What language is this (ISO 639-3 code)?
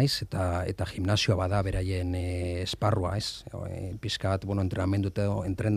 eus